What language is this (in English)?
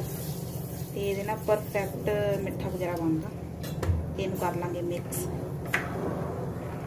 Punjabi